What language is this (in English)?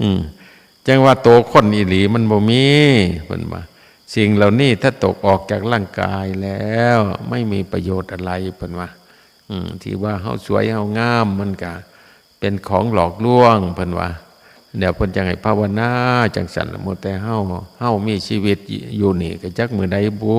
Northeastern Thai